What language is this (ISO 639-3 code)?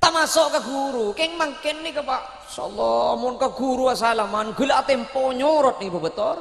mad